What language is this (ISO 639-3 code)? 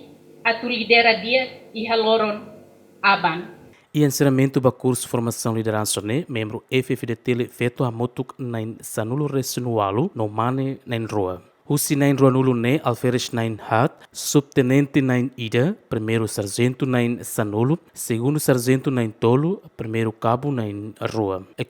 tet